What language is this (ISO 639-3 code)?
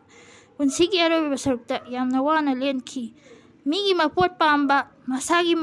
mni